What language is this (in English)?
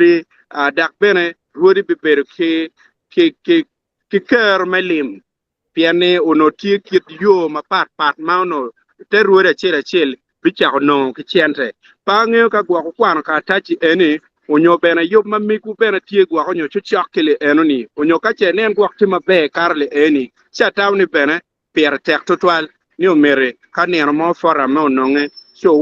Acoli